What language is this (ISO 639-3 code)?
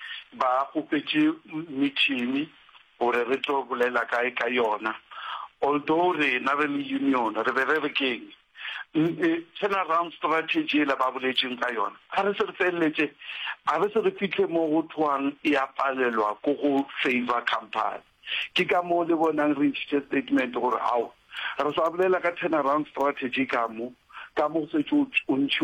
nso